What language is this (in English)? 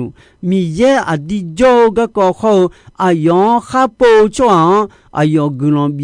Akha